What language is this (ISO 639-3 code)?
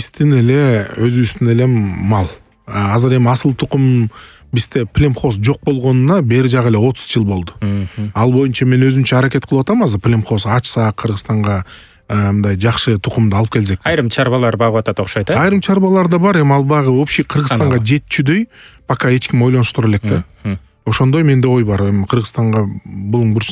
kir